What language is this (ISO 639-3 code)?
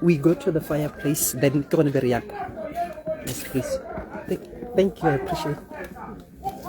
tsn